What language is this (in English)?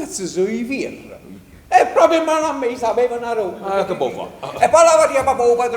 Neapolitan